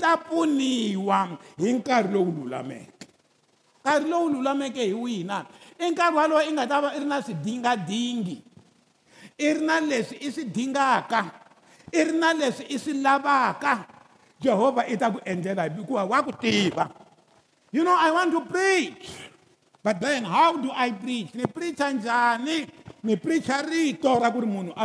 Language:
Tsonga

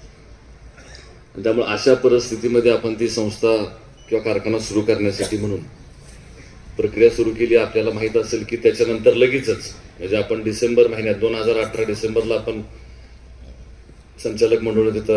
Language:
Marathi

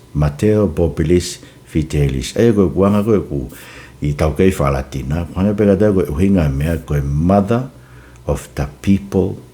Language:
Tongan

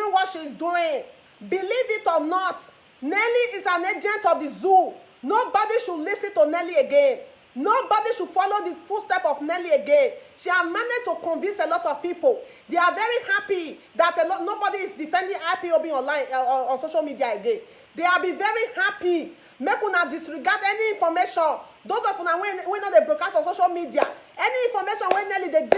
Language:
Nigerian Pidgin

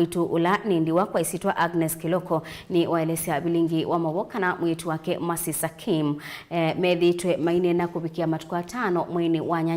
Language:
Kamba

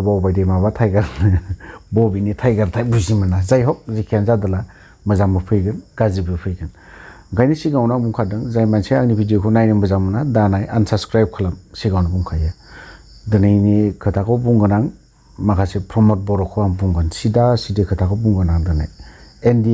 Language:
Bodo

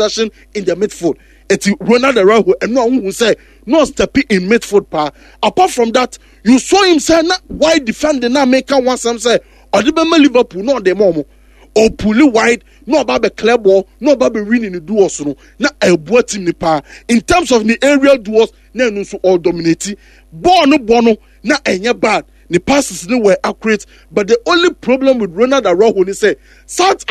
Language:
Akan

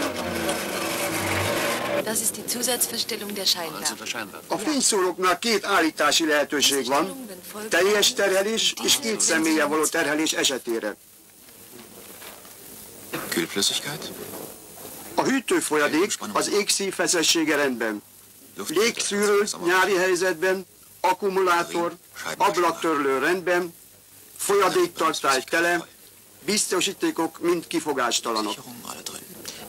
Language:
Hungarian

